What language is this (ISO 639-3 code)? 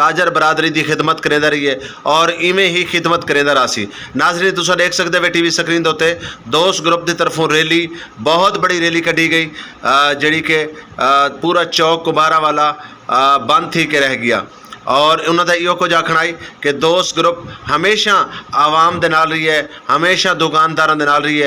skr